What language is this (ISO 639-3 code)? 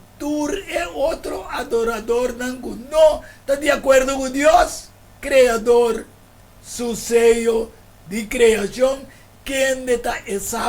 pap